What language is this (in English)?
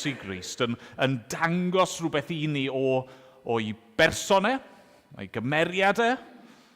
Welsh